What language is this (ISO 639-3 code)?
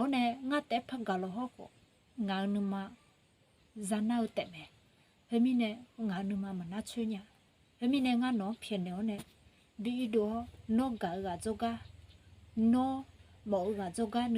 ahk